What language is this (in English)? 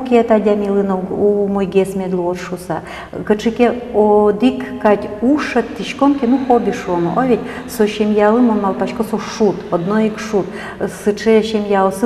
Udmurt